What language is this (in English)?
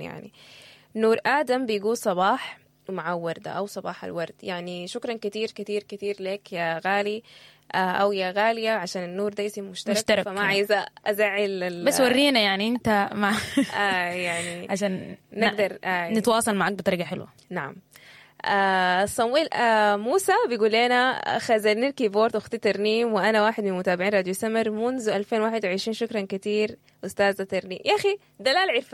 Sudanese Arabic